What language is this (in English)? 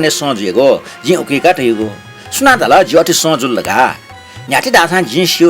Newari